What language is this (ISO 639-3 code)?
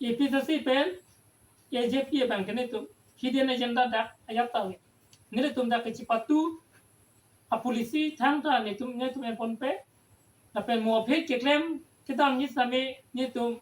mjw